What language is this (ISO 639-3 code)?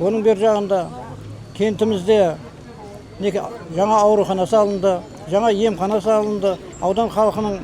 kaz